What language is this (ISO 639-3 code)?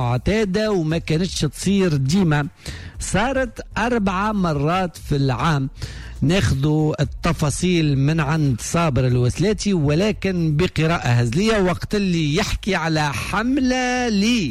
aeb